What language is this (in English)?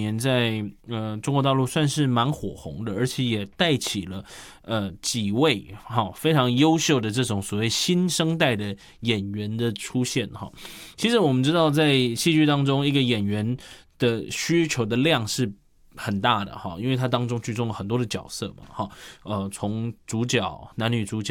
Chinese